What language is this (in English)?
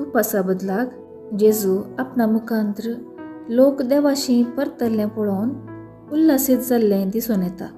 Konkani